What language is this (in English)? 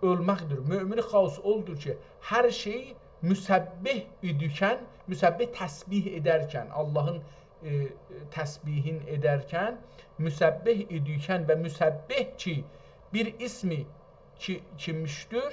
South Azerbaijani